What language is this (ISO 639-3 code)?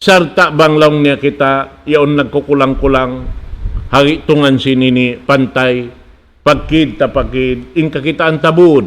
tsg